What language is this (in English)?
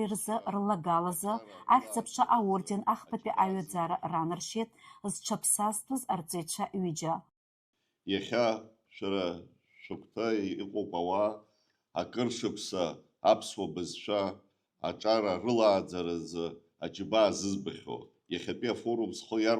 Abkhazian